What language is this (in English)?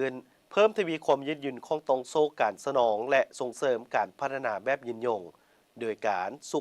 Lao